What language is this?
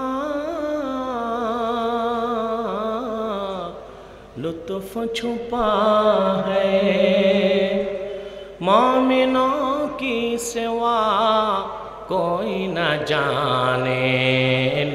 Bangla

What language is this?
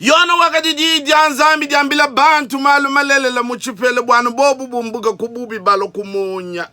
Luba-Lulua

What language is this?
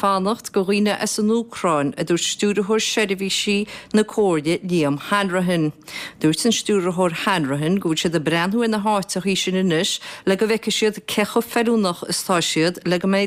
Irish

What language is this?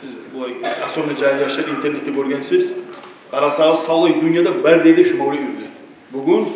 Kumyk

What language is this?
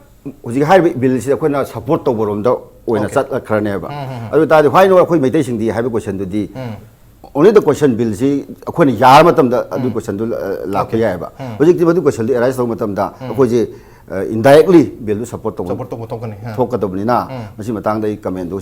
Manipuri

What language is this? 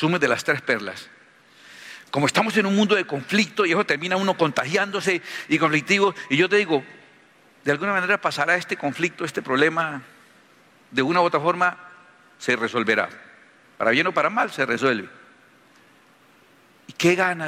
Spanish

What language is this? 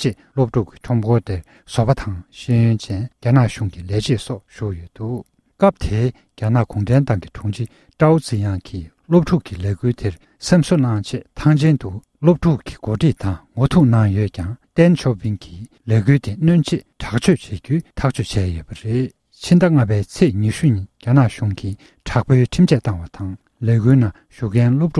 Tibetan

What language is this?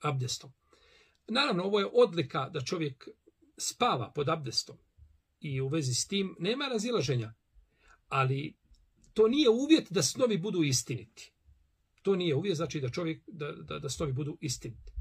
Bosnian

